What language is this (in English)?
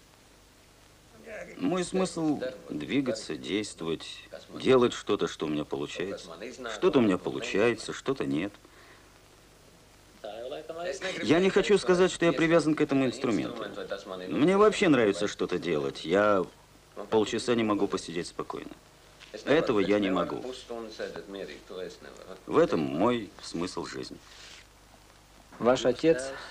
Russian